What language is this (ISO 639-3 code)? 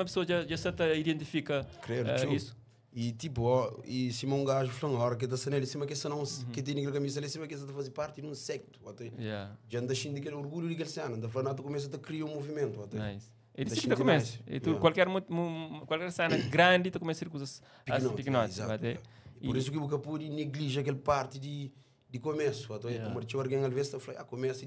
kea